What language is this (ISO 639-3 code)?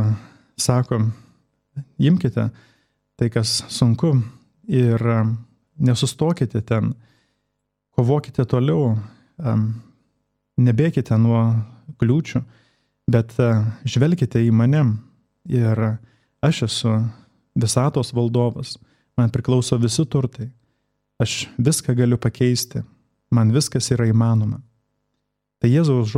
lit